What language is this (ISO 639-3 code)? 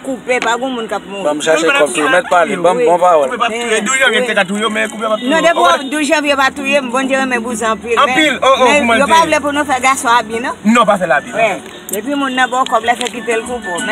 hat